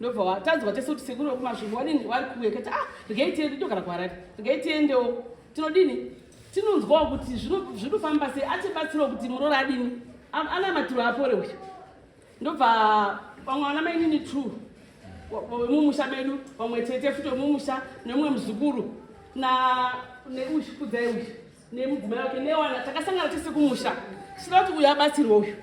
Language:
Shona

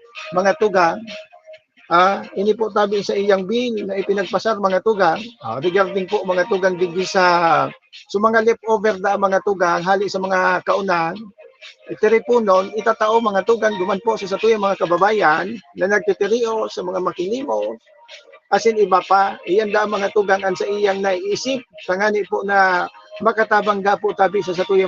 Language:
Bikol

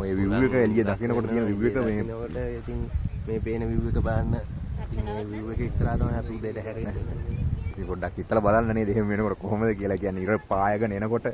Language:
Sinhala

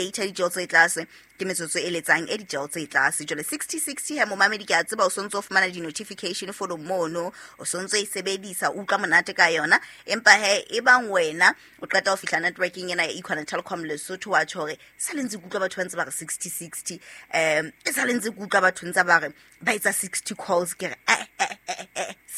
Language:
Southern Sotho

